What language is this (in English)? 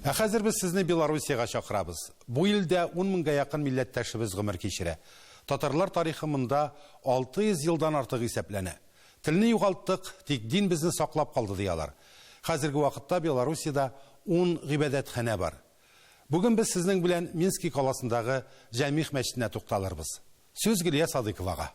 Tatar